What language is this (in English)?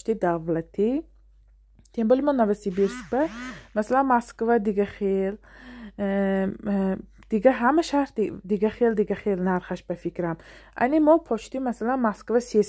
Tajik